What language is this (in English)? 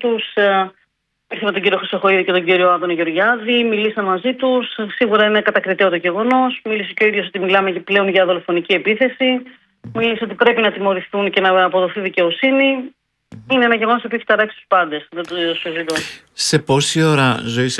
Greek